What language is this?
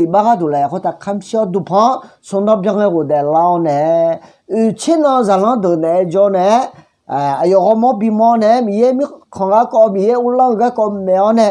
Akha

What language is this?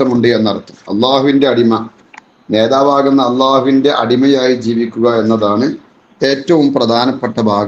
Malayalam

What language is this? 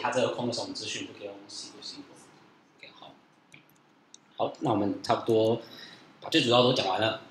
Chinese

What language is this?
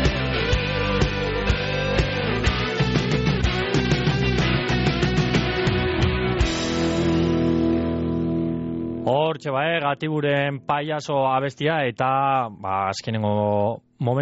Basque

